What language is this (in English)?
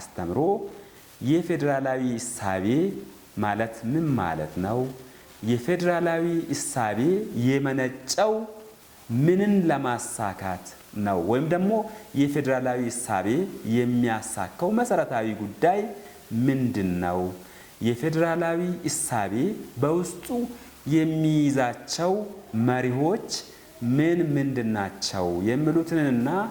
Amharic